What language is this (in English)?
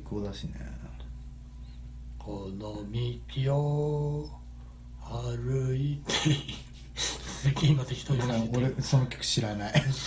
Japanese